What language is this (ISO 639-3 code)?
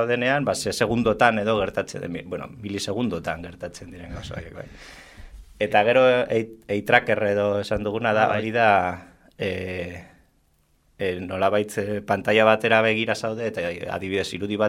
eus